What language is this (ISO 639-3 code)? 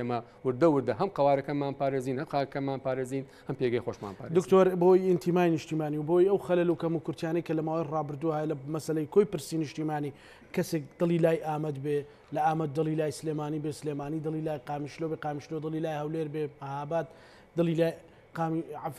ckb